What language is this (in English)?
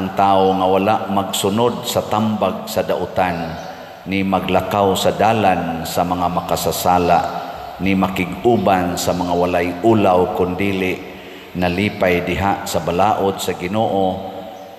Cebuano